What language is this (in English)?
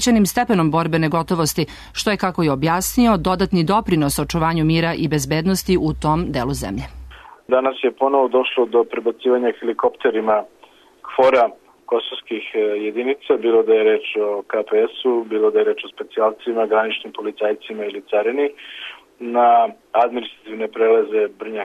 Serbian